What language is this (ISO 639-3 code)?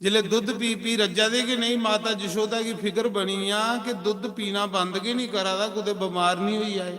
doi